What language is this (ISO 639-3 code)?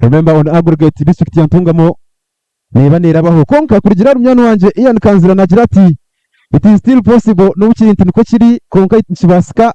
nyn